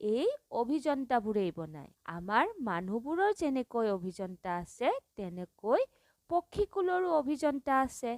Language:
Assamese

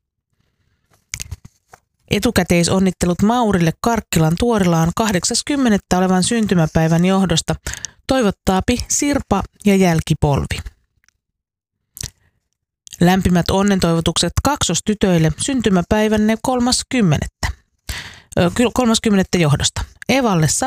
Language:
Finnish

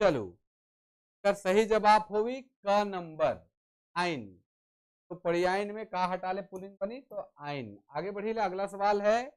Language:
Sadri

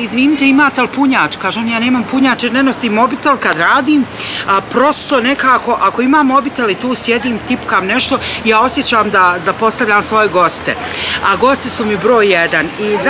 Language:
Bosnian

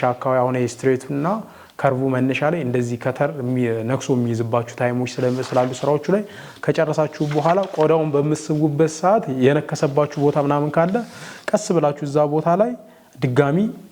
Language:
Amharic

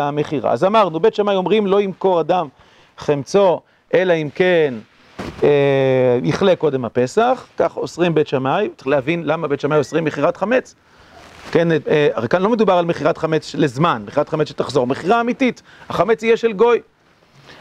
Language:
Hebrew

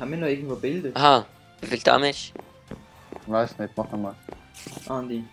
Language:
Swiss German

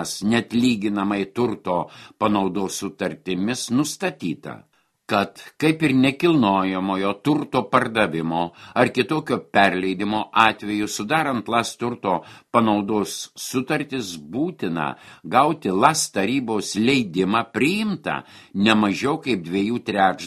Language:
Lithuanian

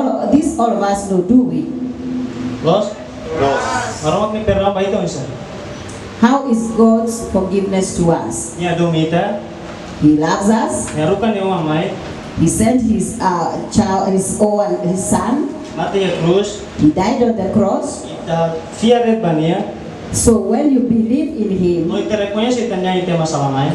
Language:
Tetum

